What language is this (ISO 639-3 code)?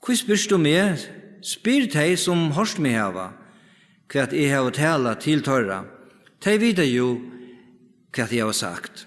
fao